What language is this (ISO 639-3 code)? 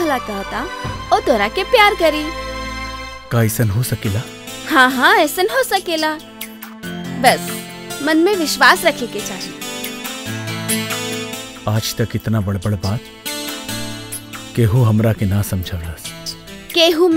bho